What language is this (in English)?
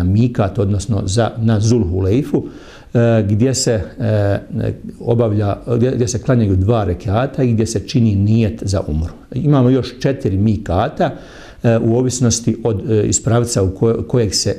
Bosnian